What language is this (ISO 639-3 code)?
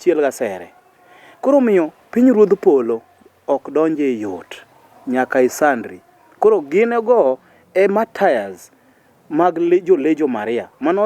luo